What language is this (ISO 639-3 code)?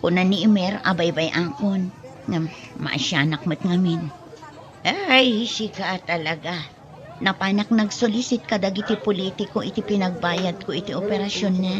ilo